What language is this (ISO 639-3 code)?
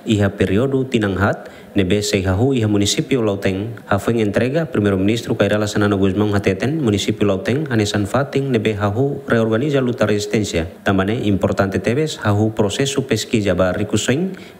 tet